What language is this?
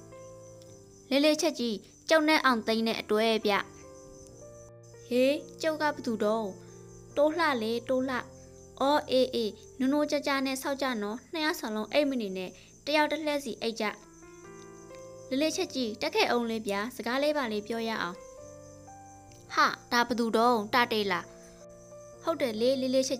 Burmese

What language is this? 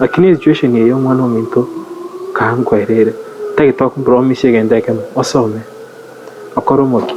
Gusii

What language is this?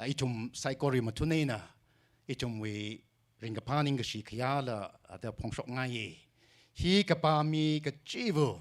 Tangkhul Naga (India)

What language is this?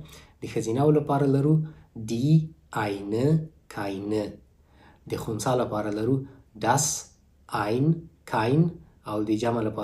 Pashto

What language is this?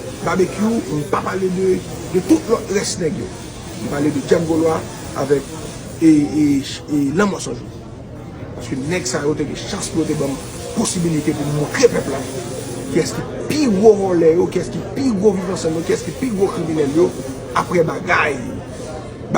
Haitian Creole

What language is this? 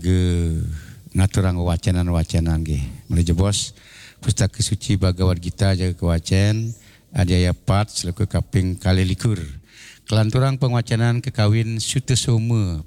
Balinese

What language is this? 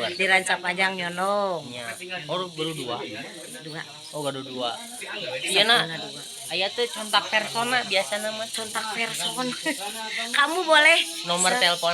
Sundanese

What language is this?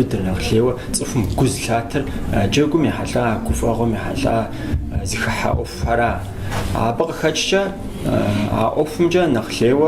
Kabardian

